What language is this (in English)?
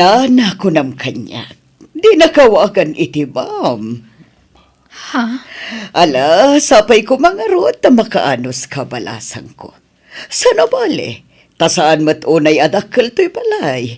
Iloko